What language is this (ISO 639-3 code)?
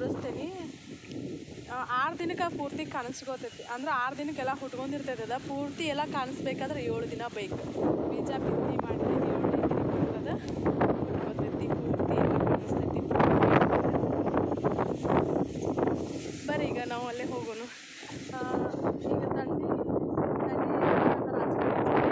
kan